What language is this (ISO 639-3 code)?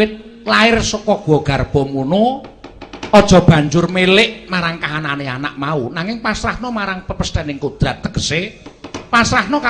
jav